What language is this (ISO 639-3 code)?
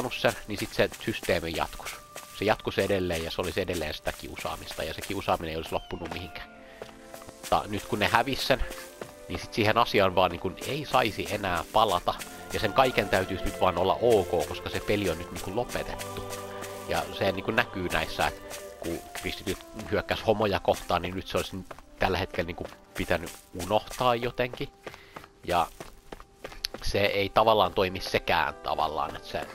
fin